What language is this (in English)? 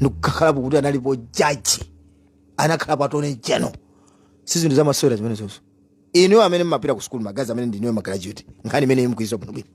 Nyanja